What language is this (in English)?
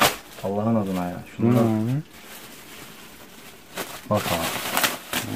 Turkish